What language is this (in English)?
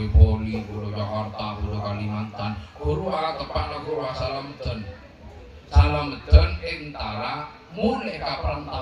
Madurese